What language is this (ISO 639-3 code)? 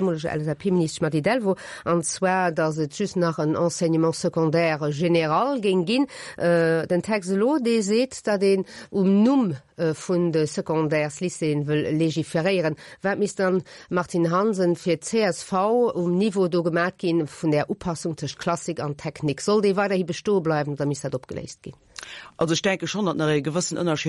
ltz